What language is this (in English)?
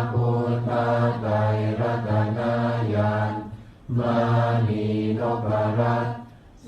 Pali